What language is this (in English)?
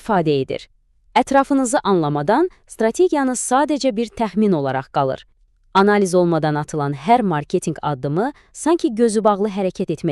Azerbaijani